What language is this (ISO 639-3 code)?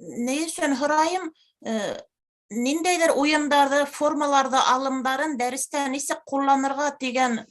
bak